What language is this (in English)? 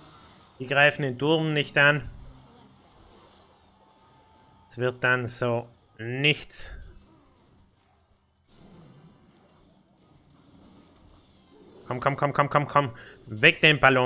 German